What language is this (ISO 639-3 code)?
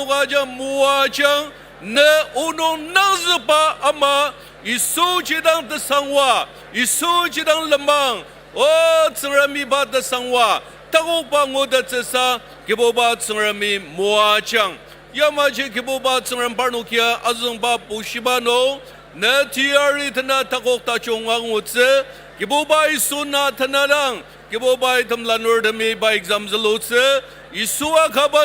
njo